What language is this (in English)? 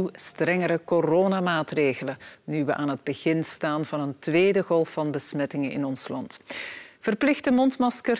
Dutch